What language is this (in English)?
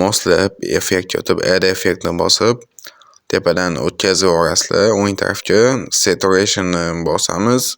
Uzbek